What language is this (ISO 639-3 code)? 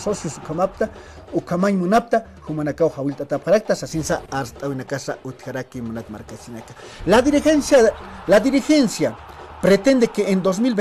aym